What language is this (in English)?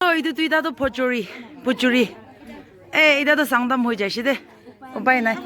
Naga Pidgin